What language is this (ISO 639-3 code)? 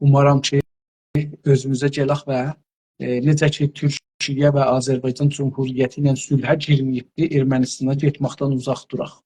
azb